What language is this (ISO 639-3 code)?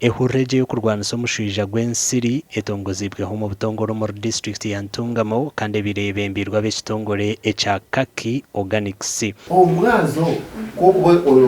nyn